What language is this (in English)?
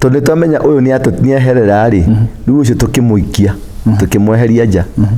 Kikuyu